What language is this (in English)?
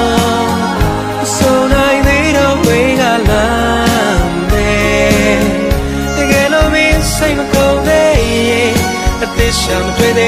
Burmese